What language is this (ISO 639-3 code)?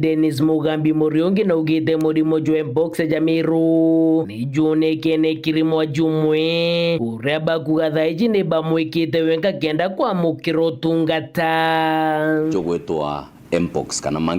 mer